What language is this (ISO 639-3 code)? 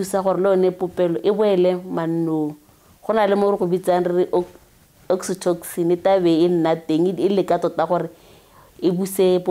tsn